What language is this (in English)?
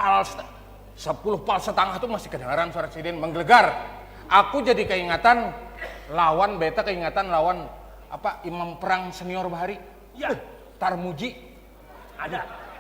Banjar